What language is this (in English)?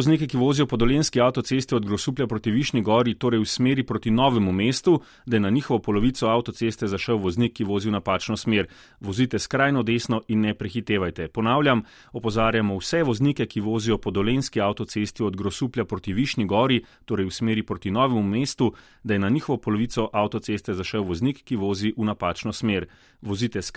Slovenian